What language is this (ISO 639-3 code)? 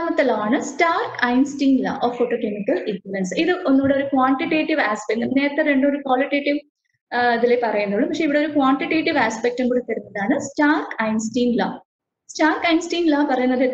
mal